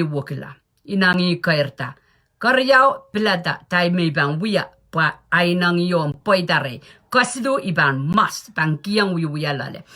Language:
Pohnpeian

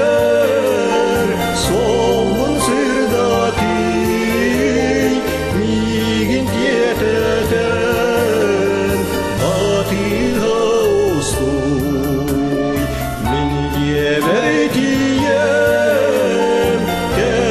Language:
Yakut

